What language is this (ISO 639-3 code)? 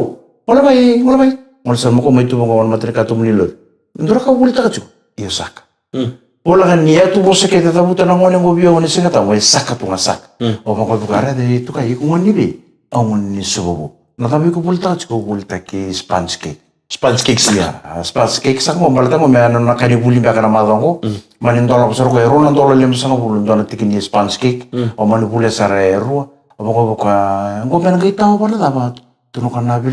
fij